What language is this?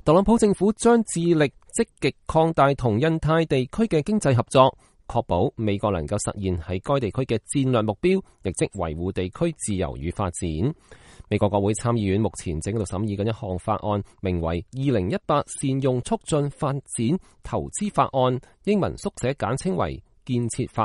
Cantonese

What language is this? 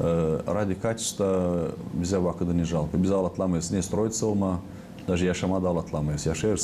Gagauz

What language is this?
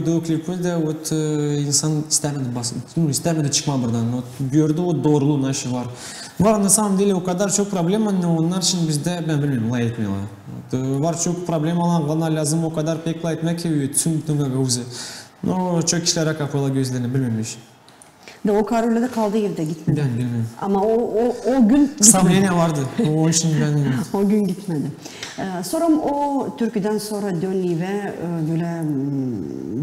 Gagauz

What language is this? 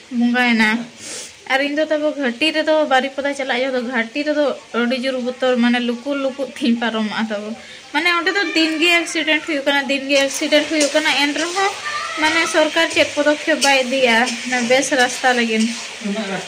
Santali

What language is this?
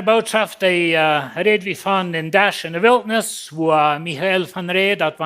Plautdietsch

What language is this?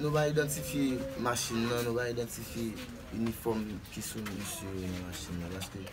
Haitian Creole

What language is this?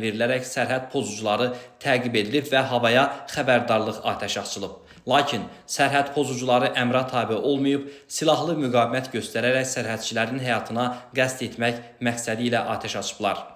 Azerbaijani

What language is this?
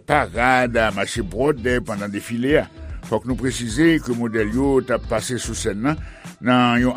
Haitian Creole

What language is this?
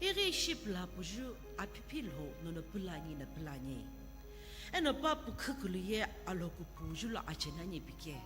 Sumi Naga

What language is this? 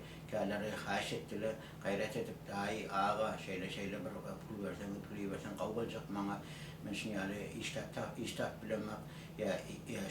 Turkmen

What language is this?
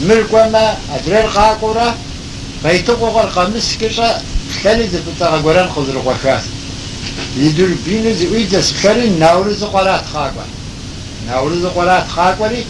Kabardian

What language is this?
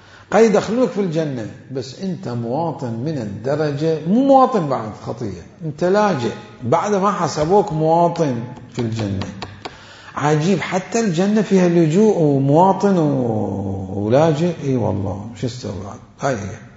Mesopotamian Arabic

